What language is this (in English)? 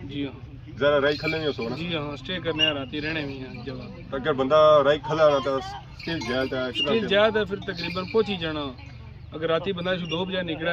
Pahari-Potwari